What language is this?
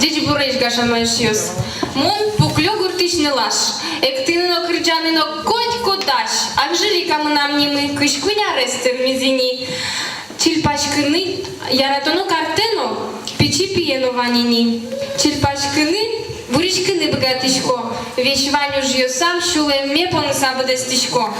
Udmurt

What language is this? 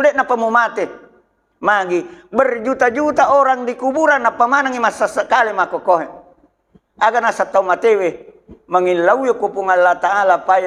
Buginese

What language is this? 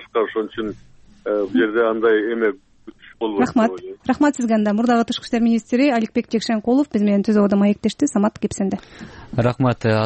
Kyrgyz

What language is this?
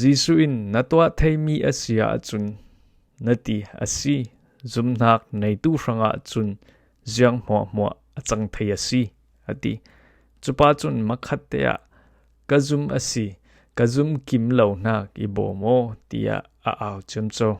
Falam Chin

